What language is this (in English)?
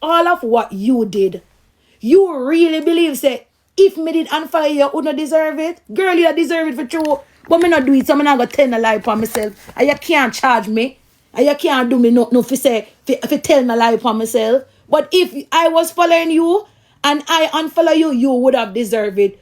Jamaican Creole English